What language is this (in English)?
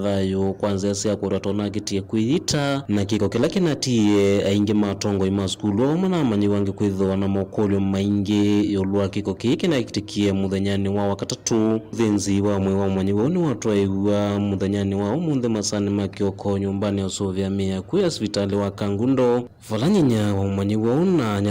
Kamba